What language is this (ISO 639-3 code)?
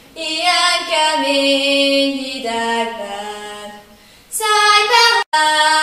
hun